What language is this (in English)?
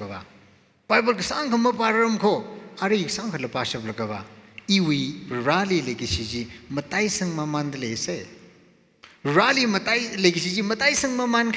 Tangkhul Naga (India)